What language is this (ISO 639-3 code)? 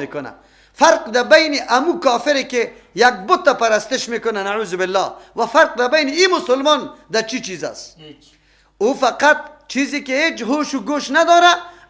fas